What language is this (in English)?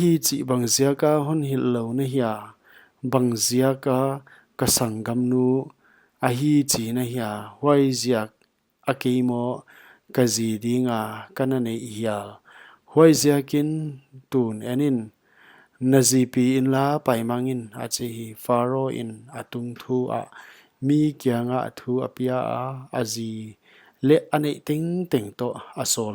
Paite Chin